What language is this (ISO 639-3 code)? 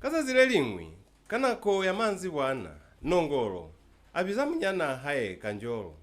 loz